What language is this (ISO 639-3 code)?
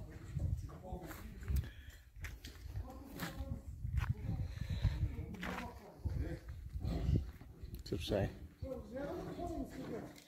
kaz